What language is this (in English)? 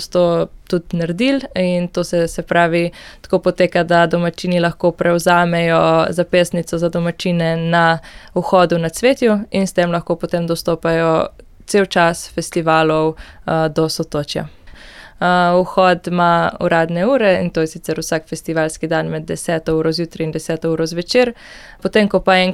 Slovenian